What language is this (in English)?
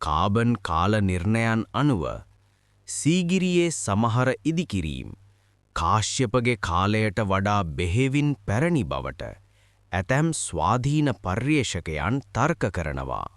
Sinhala